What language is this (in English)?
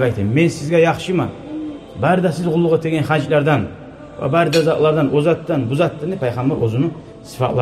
Kumyk